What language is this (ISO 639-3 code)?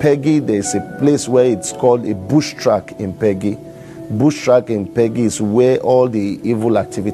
pcm